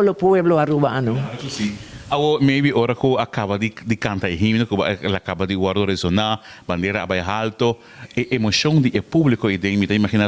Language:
Papiamento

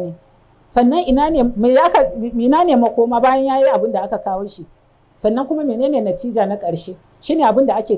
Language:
Hausa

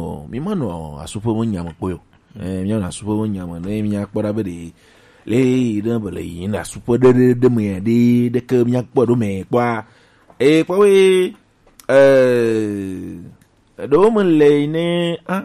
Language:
Gen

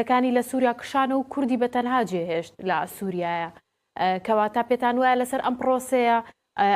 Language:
Central Kurdish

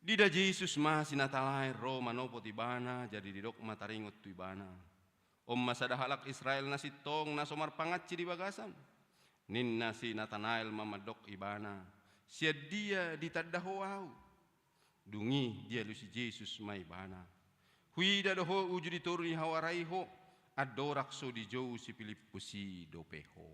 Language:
Batak Toba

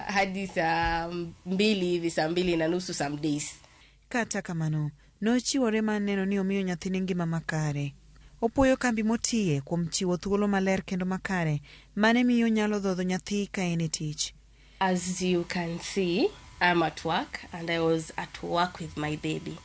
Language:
Luo (Kenya and Tanzania)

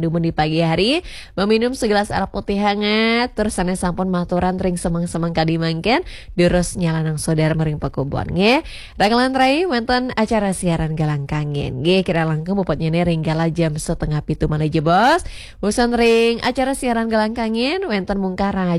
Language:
Balinese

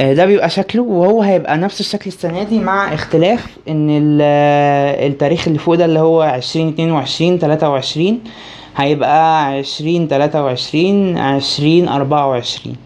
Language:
Egyptian Arabic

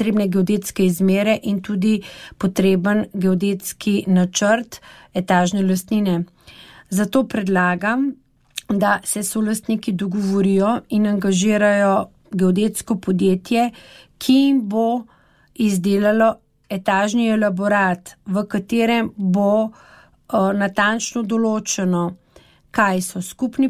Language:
Slovenian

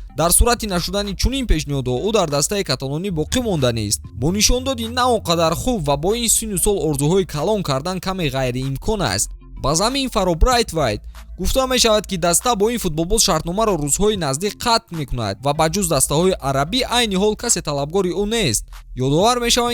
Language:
Tajik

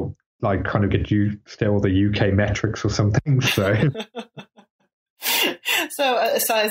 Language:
English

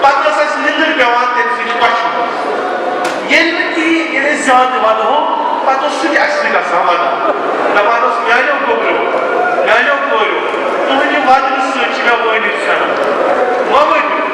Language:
Kashmiri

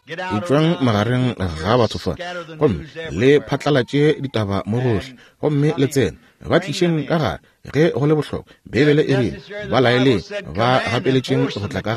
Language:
Northern Sotho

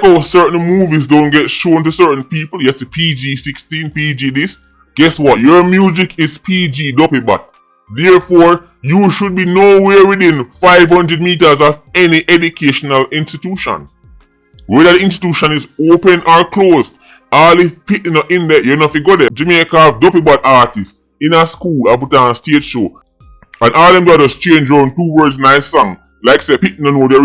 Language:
Jamaican Creole English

